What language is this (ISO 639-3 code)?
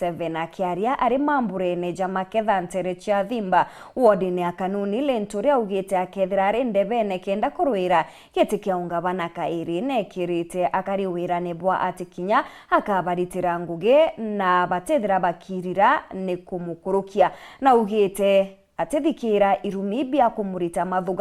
mer